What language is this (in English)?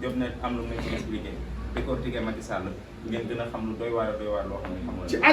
Wolof